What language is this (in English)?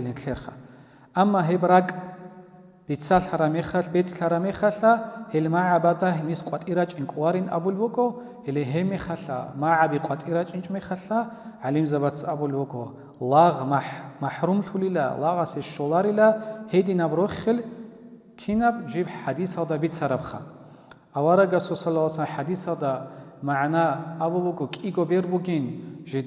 Avaric